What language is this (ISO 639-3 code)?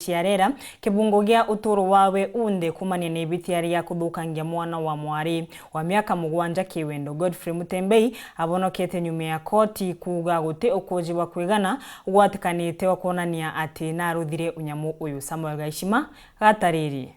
mer